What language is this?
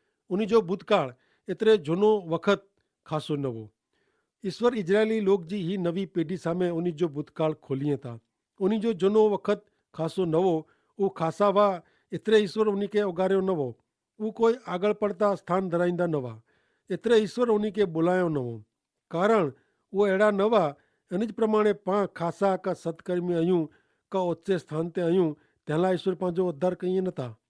Kachhi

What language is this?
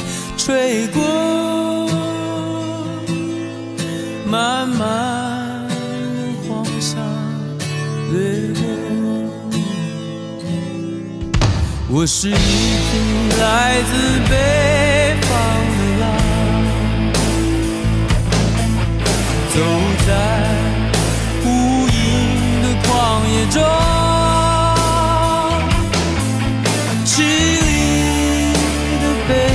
Chinese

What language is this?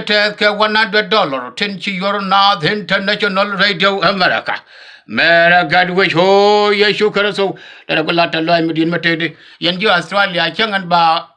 Nuer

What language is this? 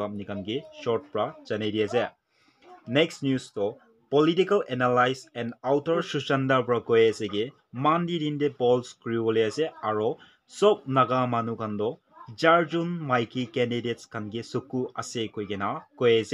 Naga Pidgin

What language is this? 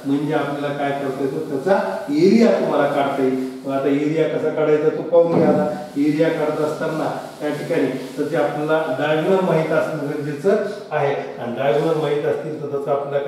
Marathi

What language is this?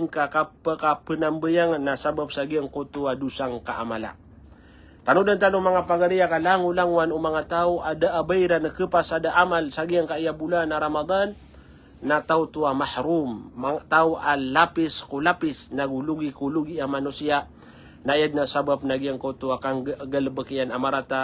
Maranao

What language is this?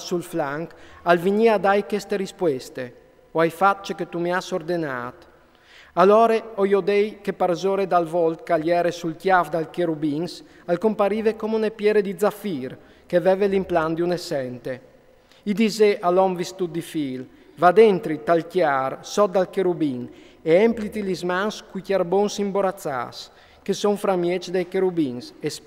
Friulian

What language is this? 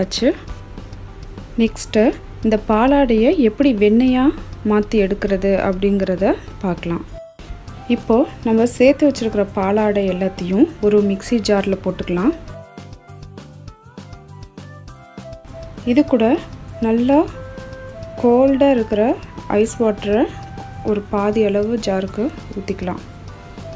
Tamil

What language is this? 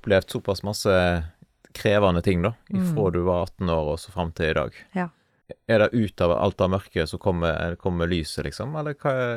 Norwegian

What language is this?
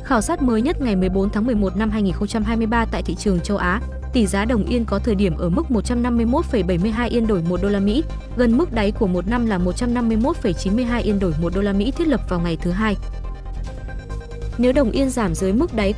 Vietnamese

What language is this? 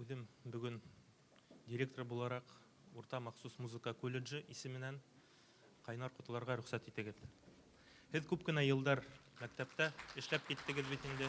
Bashkir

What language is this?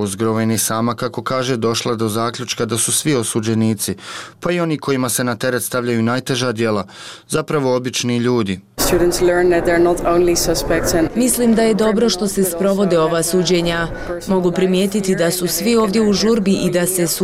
Bosnian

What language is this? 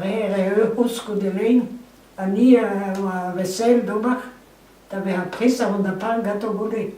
Breton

